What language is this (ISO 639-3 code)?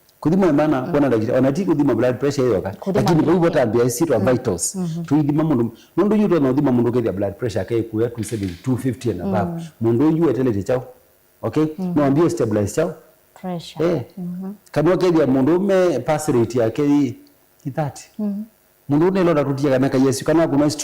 kam